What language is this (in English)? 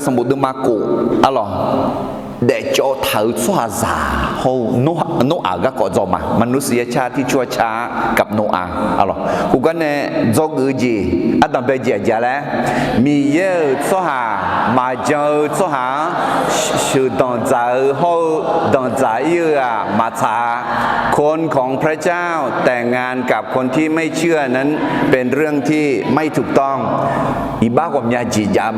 Akha